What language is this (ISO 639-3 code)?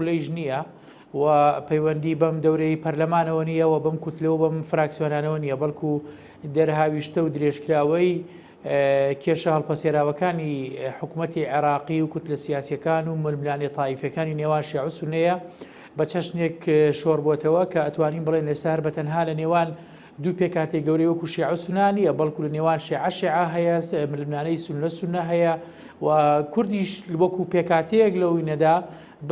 ckb